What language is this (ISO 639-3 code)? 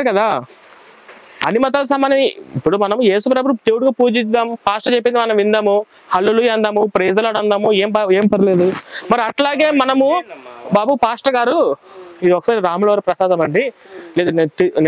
tel